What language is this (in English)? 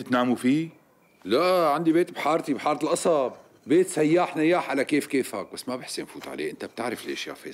North Levantine Arabic